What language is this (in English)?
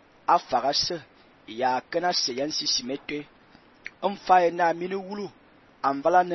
Fang